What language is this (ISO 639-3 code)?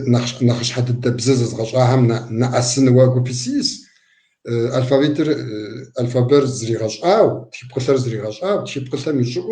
kbd